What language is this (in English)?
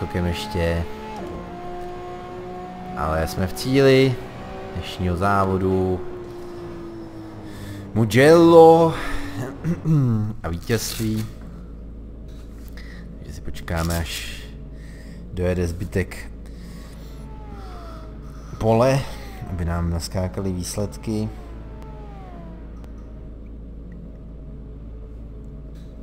Czech